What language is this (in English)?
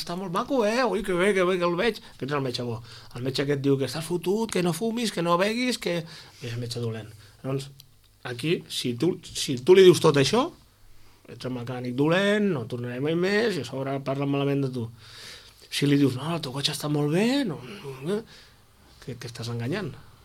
Catalan